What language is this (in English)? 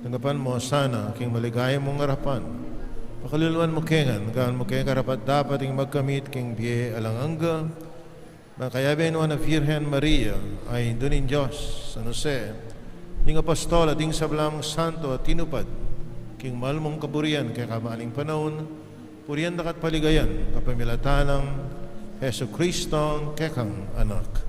Pampanga